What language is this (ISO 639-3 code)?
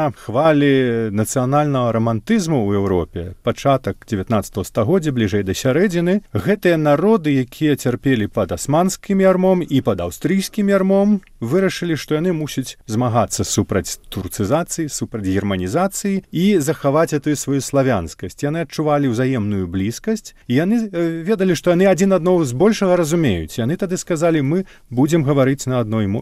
bel